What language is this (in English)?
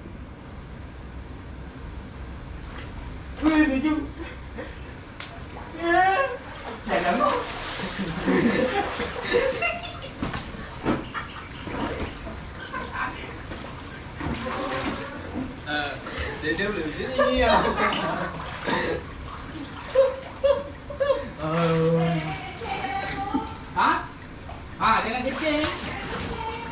Malay